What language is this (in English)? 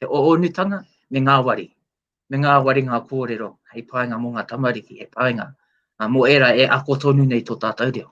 Māori